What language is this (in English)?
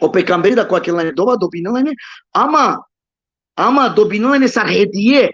Balkan Romani